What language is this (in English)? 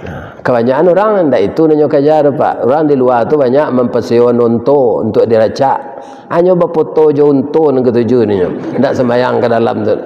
Minangkabau